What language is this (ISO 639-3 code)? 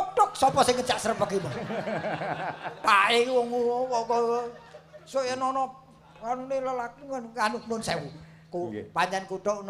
jav